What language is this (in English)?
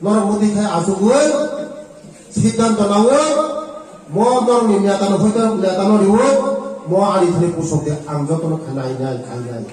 Riang (India)